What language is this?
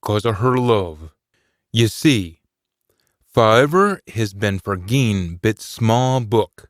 Scots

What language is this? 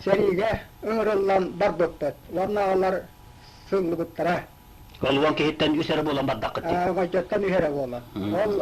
Yakut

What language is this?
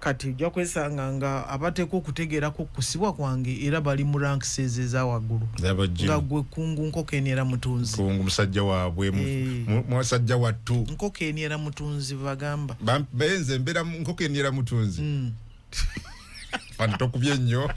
Ganda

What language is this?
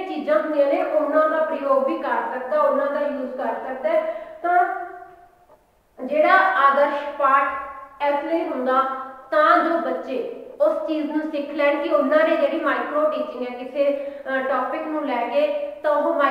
Punjabi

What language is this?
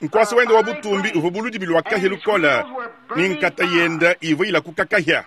Luba-Lulua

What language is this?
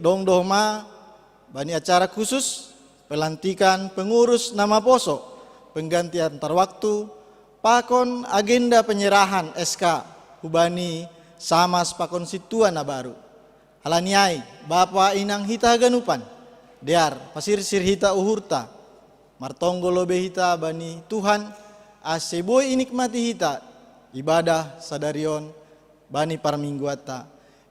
Batak Simalungun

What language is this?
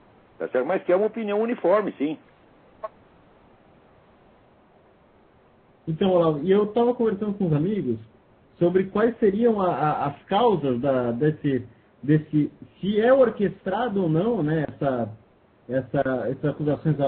Portuguese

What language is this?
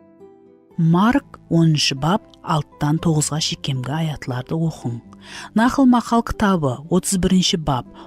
Kara-Kalpak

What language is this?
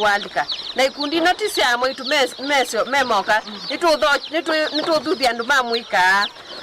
Kamba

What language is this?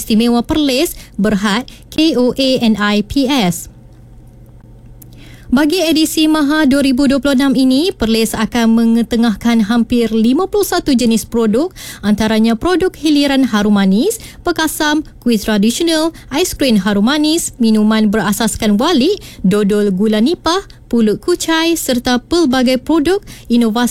Malay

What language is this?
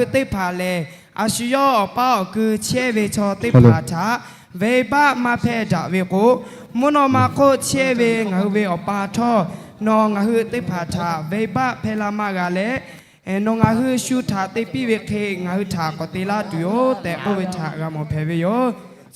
Lahu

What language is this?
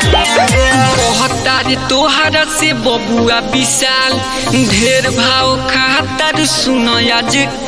Bhojpuri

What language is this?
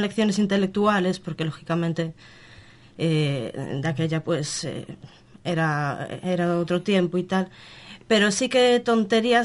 Galician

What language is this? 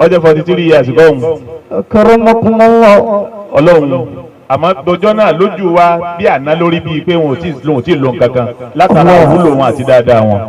Yoruba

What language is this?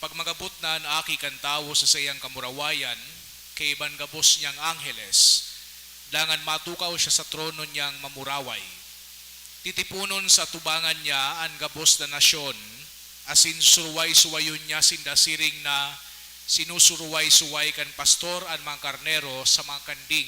Bikol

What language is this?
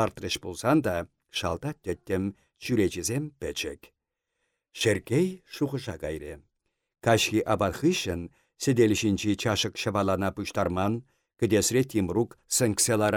Chuvash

